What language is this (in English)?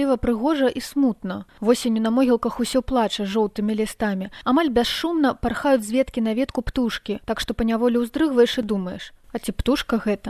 Belarusian